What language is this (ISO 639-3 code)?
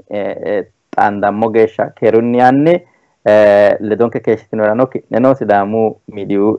sid